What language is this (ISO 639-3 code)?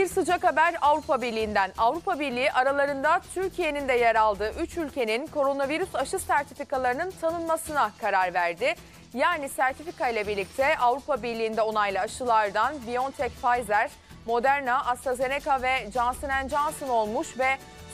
tur